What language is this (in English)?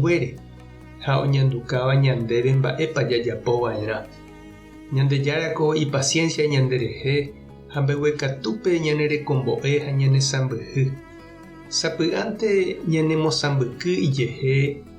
Guarani